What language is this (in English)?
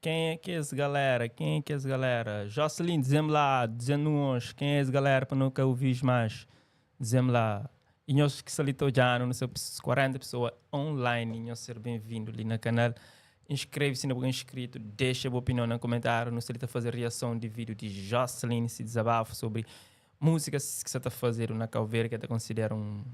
Kabuverdianu